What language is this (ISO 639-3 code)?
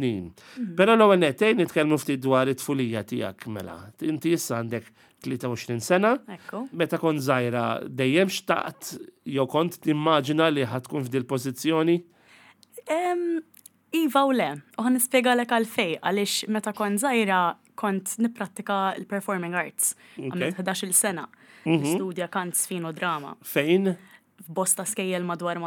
mlt